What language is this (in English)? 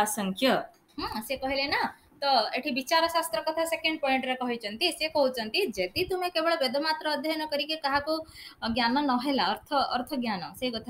Odia